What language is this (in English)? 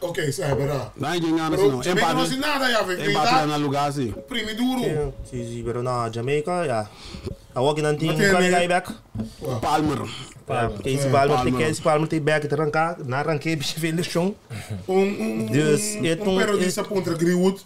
Papiamento